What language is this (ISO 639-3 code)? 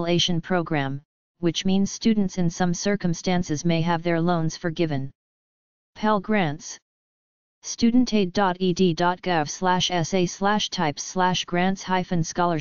eng